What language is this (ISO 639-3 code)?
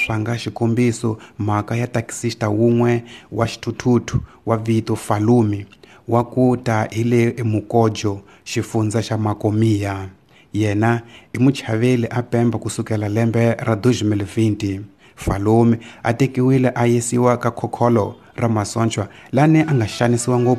tso